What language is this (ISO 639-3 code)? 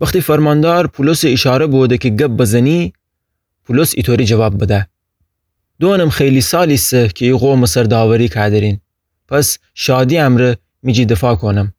glk